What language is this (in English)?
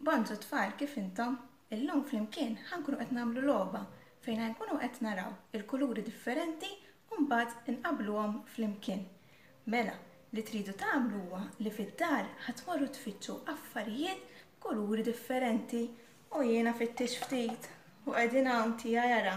Maltese